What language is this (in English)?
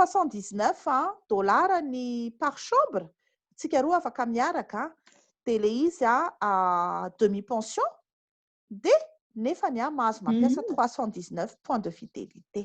Malagasy